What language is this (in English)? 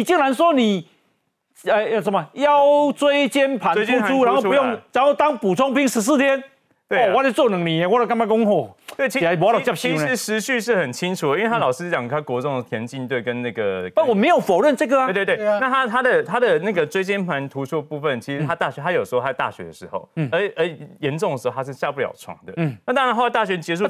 Chinese